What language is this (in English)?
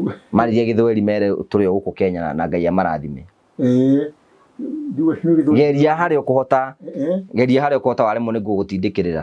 Kikuyu